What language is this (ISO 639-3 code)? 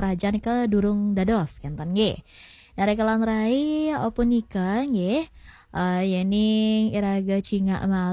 ban